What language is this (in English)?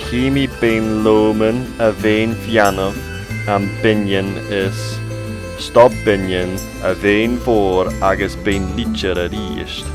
Scottish Gaelic